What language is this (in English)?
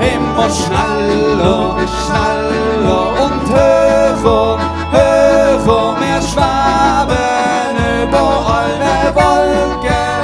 Swiss German